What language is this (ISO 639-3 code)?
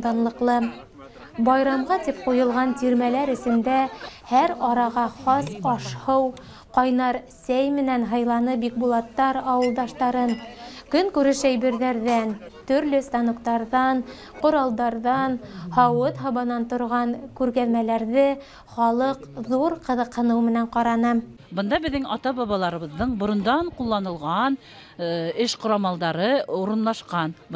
bak